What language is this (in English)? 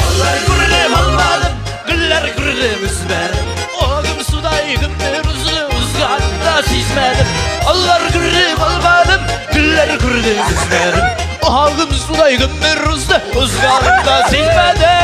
Tatar